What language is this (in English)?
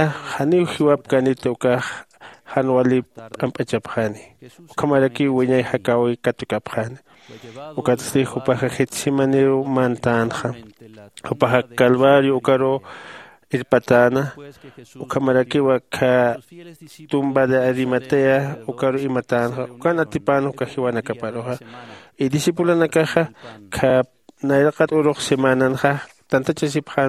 Aymara